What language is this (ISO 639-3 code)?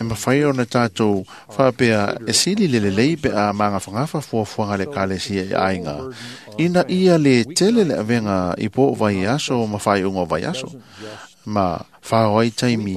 smo